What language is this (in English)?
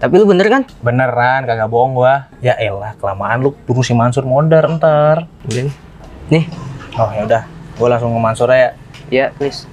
Betawi